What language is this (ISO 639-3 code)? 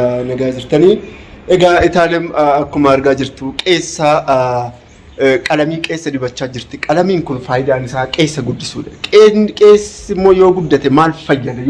orm